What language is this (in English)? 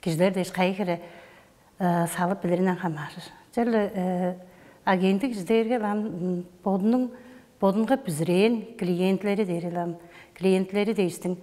Tuvinian